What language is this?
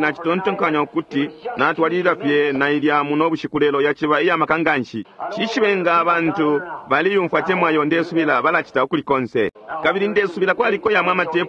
Bemba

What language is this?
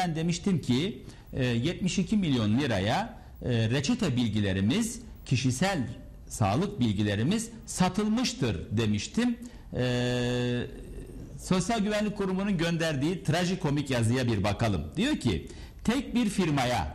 Turkish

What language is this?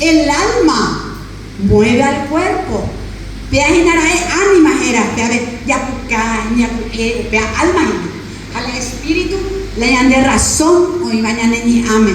Guarani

